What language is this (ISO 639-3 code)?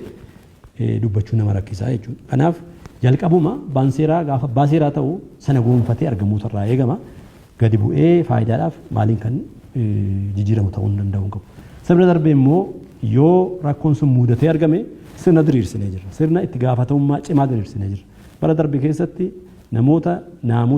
orm